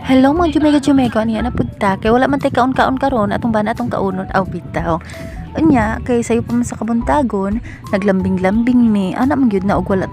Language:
Cebuano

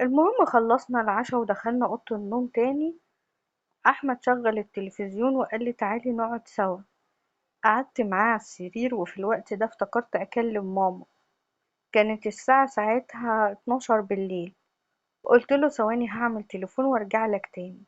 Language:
Egyptian Arabic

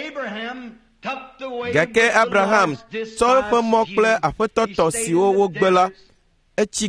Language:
Ewe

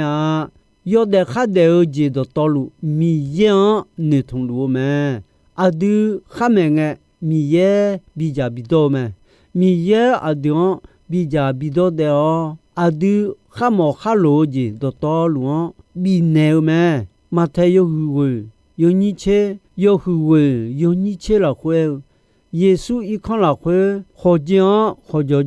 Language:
Akha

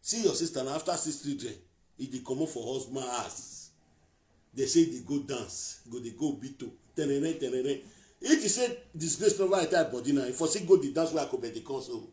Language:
Nigerian Pidgin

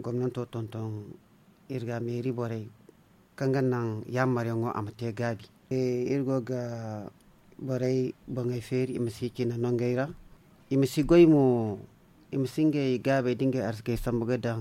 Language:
Zarma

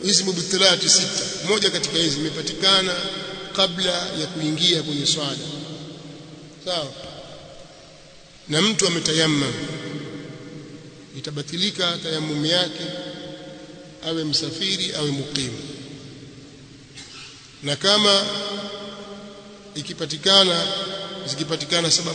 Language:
Swahili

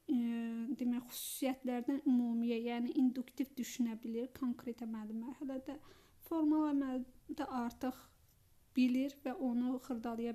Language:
Azerbaijani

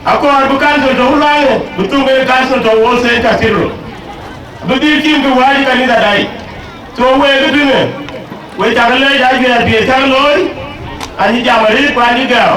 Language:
Dinka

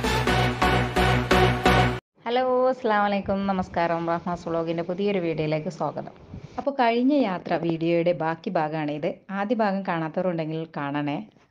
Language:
Malayalam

